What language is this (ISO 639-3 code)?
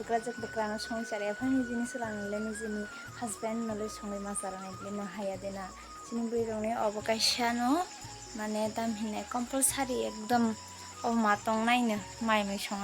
trp